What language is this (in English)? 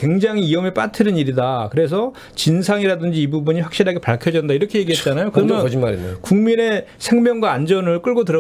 Korean